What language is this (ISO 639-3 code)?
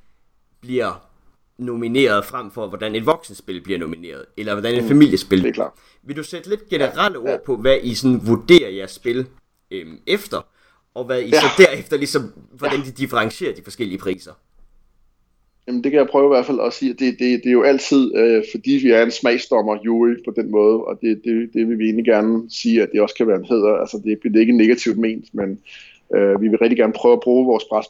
dan